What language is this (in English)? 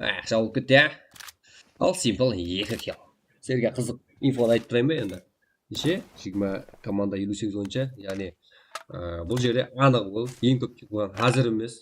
Kara-Kalpak